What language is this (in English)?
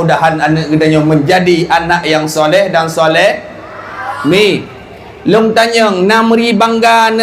Achinese